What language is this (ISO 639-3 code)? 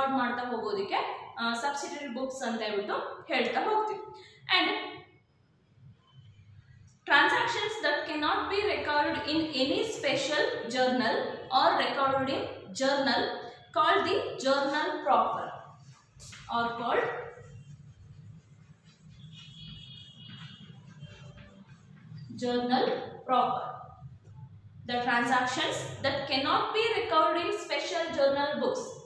kan